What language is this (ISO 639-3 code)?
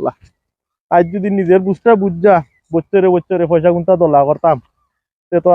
syl